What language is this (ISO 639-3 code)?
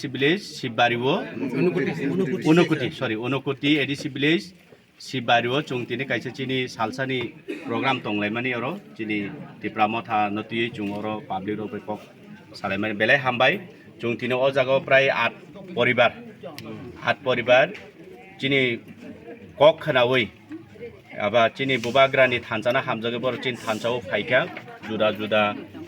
trp